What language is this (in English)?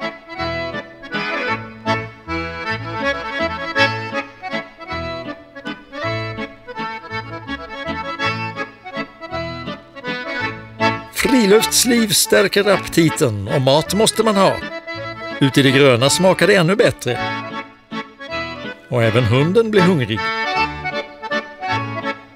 Swedish